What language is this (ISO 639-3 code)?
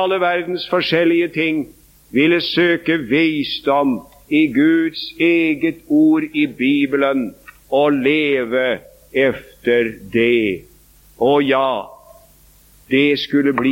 nor